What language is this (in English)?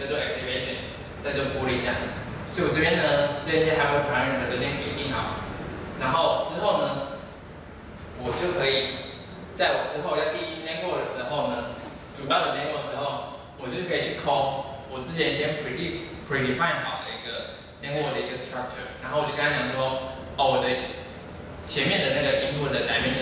Chinese